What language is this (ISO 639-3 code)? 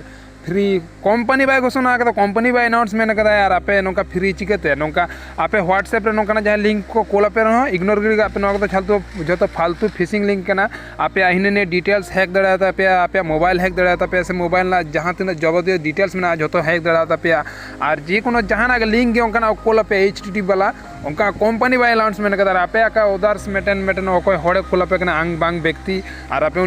sat